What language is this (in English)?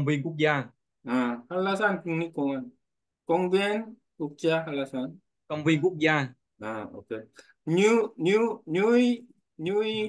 Korean